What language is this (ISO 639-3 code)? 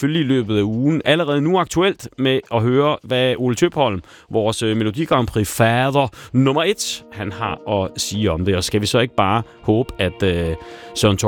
dan